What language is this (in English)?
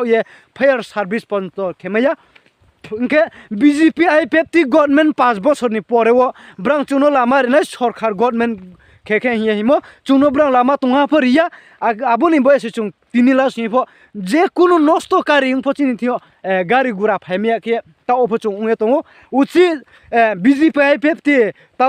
Riang (India)